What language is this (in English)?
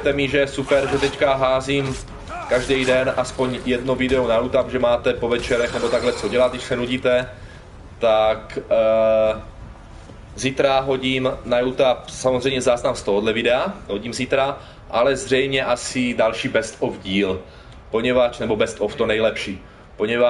Czech